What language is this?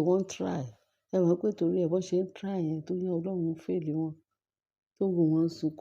Yoruba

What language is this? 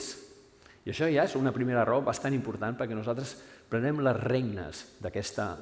Catalan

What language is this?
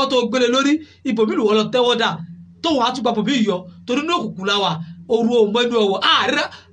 Yoruba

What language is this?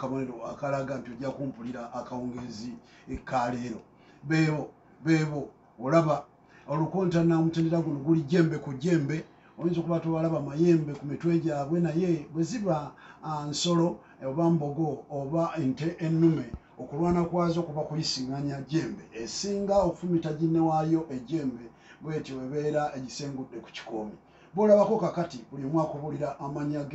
Ganda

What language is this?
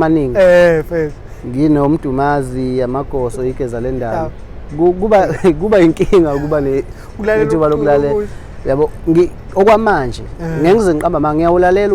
Zulu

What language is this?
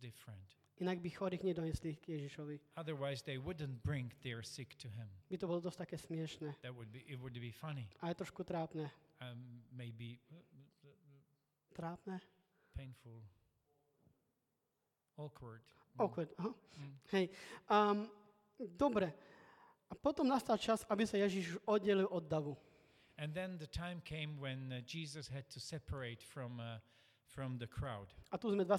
Slovak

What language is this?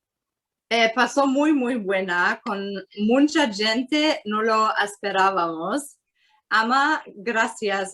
Ladino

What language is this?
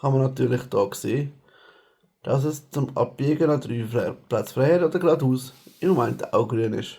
Swiss German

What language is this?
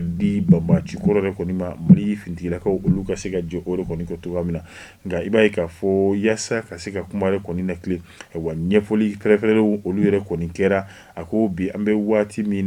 Bambara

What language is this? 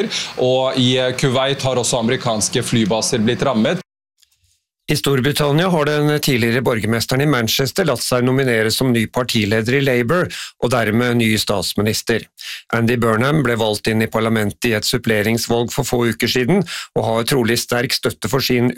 Norwegian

